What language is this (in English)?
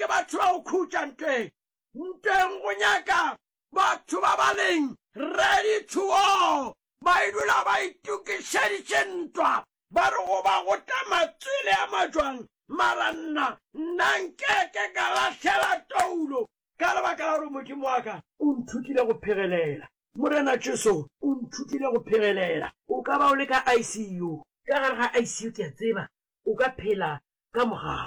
Northern Sotho